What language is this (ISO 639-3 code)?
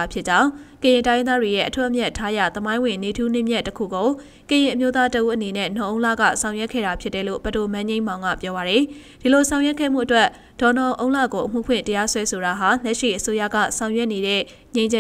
mya